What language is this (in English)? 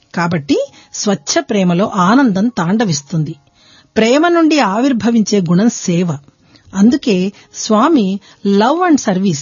Telugu